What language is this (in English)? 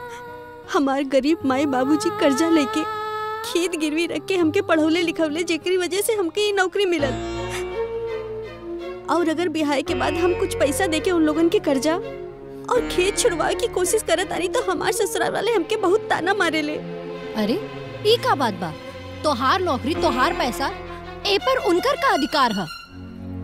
Bhojpuri